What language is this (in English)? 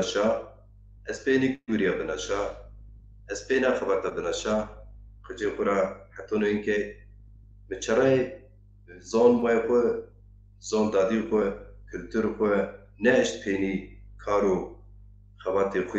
Zaza